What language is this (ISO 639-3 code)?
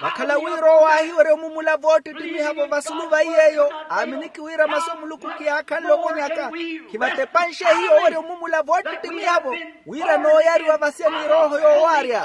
vmw